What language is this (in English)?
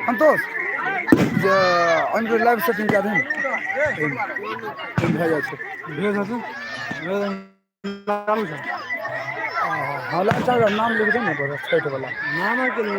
Maithili